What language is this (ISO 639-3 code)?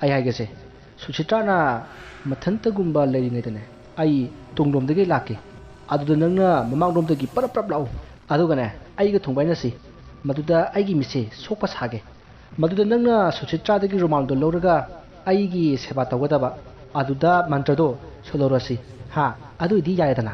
mni